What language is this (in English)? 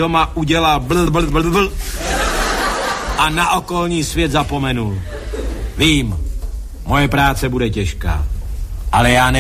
Czech